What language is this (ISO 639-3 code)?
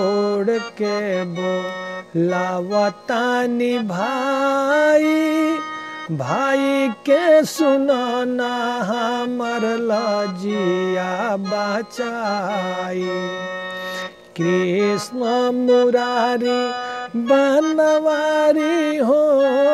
bho